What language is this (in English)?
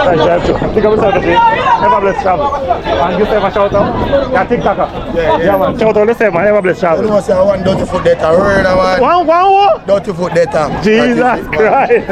Jamaican Creole English